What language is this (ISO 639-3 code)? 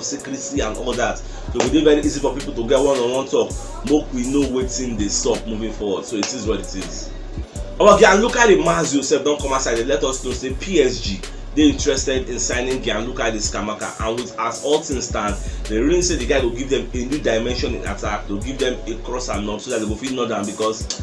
pcm